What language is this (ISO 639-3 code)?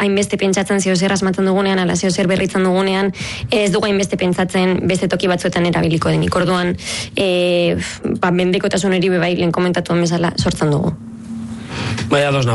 eus